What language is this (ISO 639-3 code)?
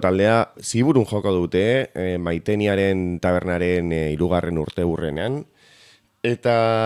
eus